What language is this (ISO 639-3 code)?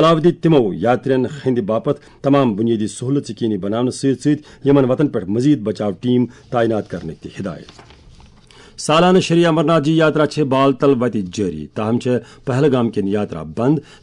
kas